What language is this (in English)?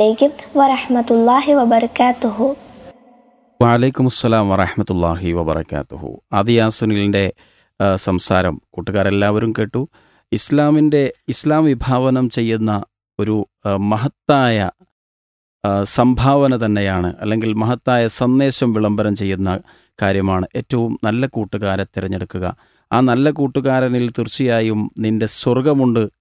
Malayalam